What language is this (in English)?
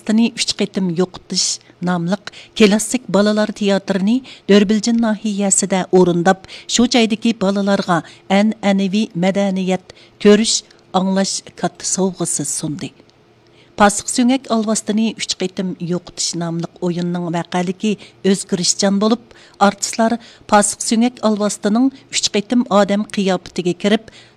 Uyghur